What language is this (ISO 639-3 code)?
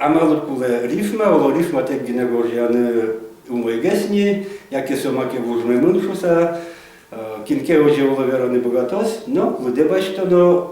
udm